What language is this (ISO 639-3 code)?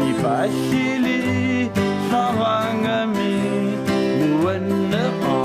kal